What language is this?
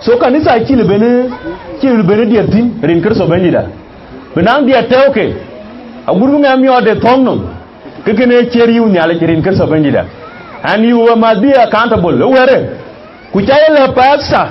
Dinka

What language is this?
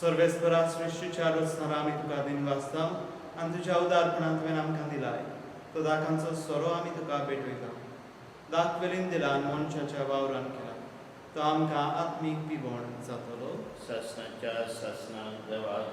Konkani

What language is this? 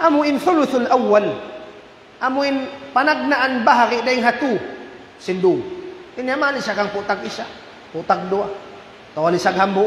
Tausug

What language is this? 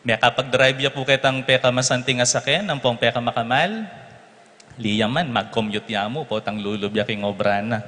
Pampanga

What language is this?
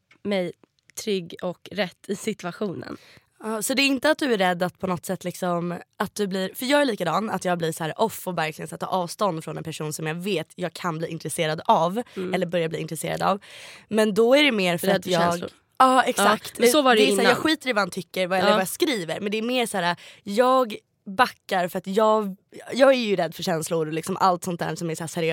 Swedish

